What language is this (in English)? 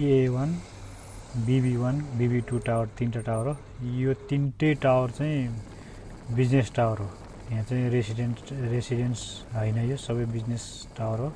Nepali